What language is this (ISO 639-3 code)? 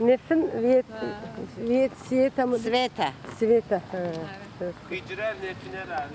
ady